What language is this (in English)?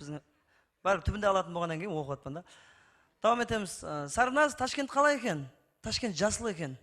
Kara-Kalpak